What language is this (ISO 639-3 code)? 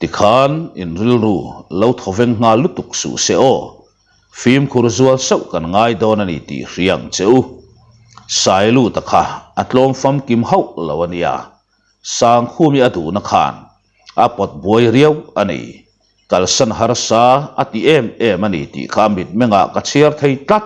lus